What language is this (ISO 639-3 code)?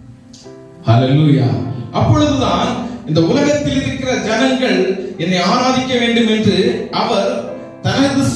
tam